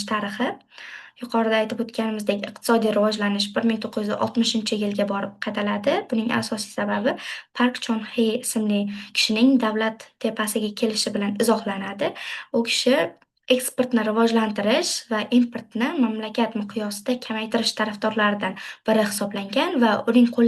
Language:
Uzbek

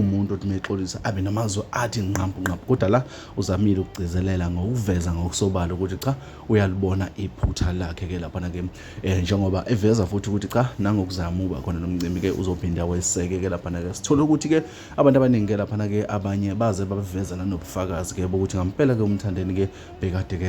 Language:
Zulu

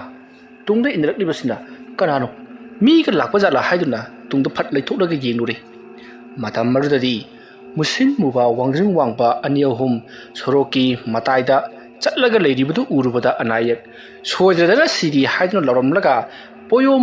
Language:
Manipuri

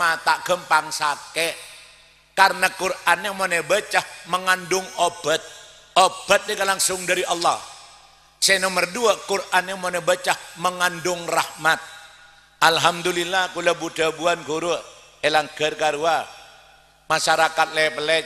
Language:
Madurese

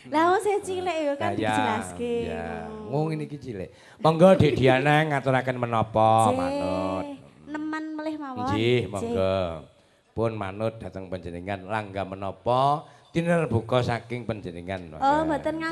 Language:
Javanese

